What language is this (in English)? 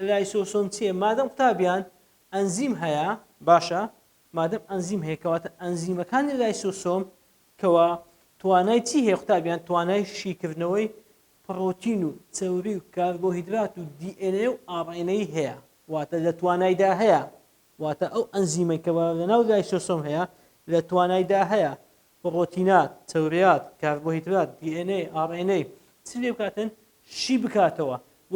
Central Kurdish